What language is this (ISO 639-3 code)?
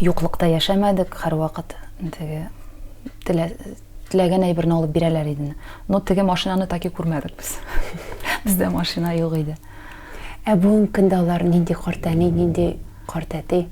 tat